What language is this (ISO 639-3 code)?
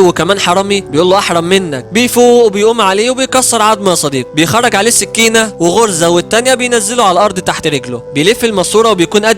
arz